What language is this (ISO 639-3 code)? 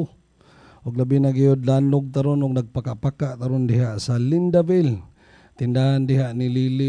ceb